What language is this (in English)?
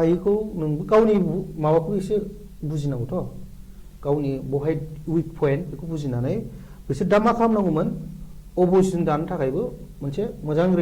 Bodo